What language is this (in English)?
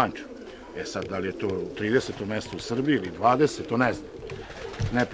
Serbian